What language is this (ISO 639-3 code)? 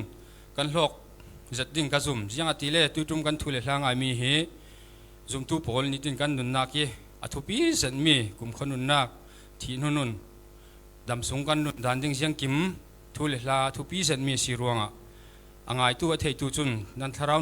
cfm